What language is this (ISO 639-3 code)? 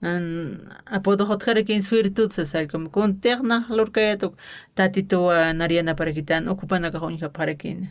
aym